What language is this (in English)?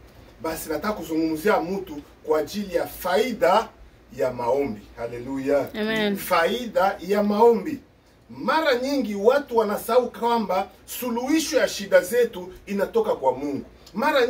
Swahili